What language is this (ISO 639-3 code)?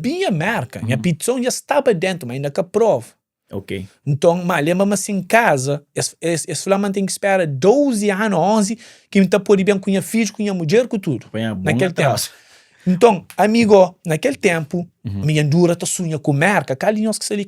kea